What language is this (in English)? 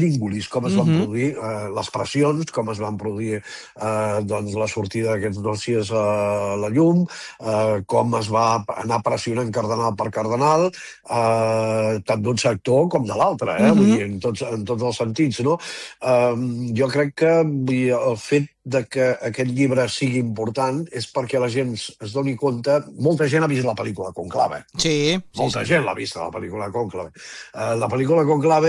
Catalan